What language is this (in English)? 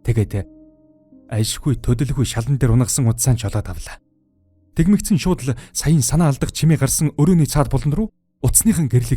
Mongolian